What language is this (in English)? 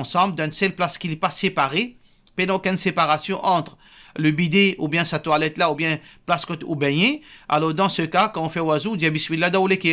Morisyen